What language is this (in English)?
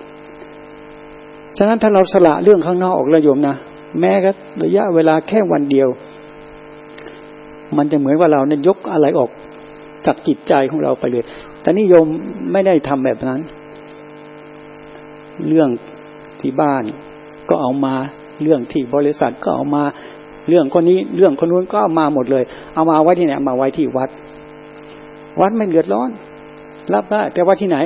Thai